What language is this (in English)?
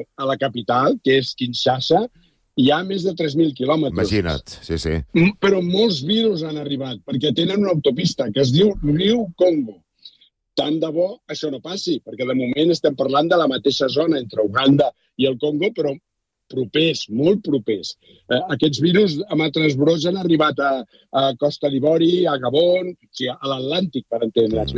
Catalan